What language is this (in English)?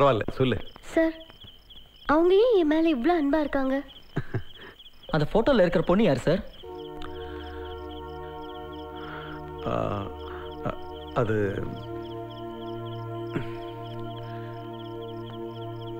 Tamil